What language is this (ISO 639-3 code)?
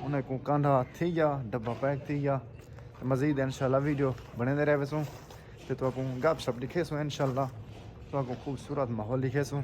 skr